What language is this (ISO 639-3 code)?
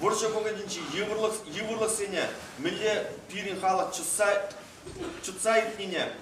chv